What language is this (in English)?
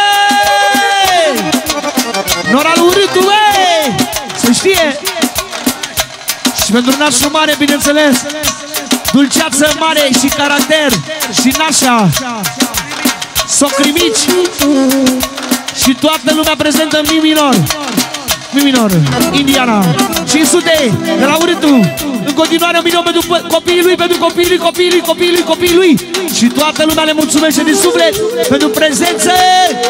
Romanian